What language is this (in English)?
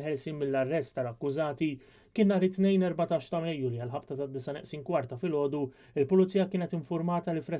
Maltese